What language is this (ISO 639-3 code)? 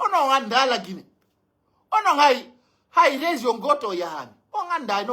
fuf